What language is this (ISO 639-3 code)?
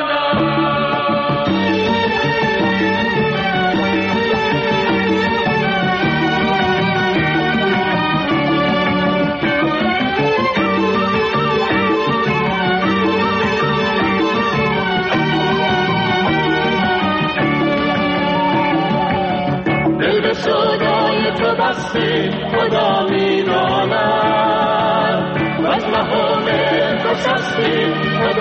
fas